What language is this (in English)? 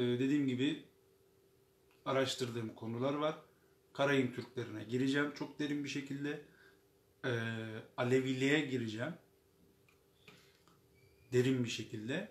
Turkish